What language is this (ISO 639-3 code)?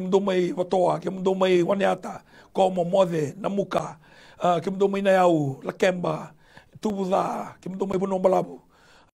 fij